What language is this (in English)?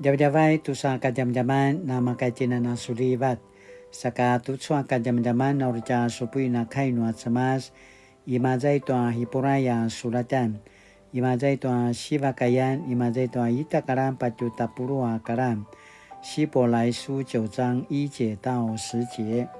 Paiwan